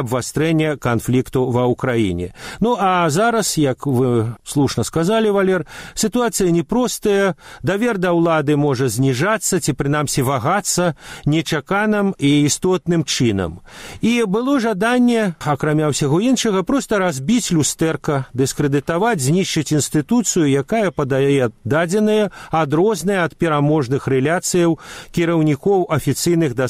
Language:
Belarusian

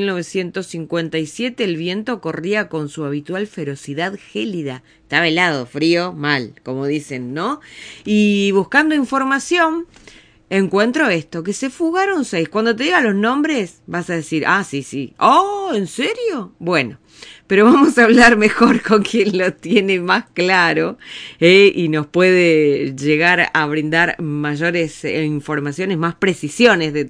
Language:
Spanish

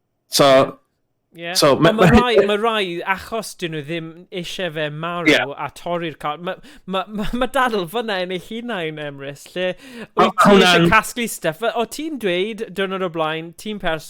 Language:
Welsh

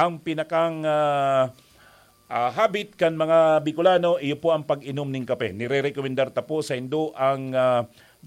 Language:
Bikol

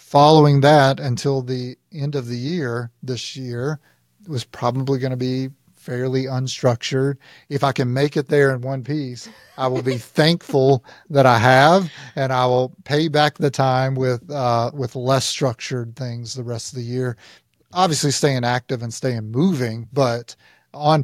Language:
English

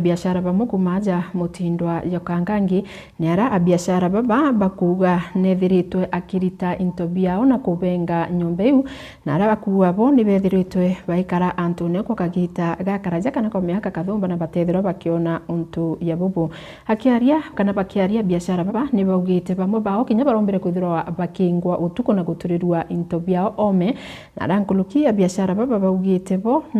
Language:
Meru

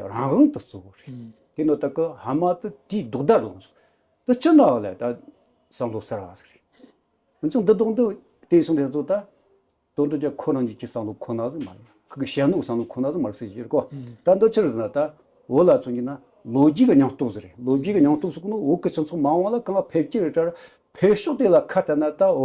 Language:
Tibetan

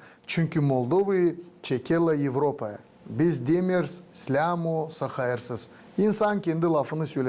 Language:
Gagauz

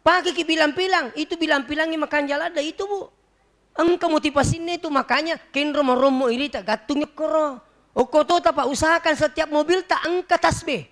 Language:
Buginese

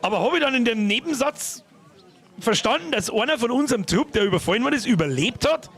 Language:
Bavarian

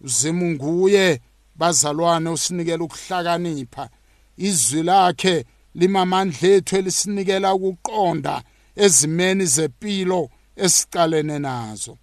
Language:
South Ndebele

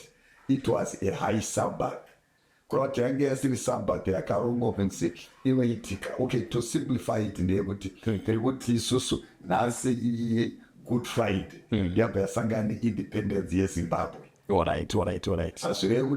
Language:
Shona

